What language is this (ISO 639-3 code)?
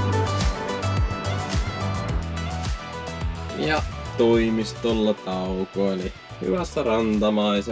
fin